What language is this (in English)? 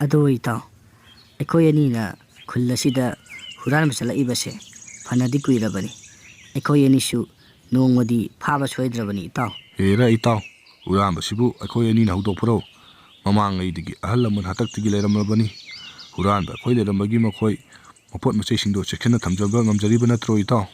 Manipuri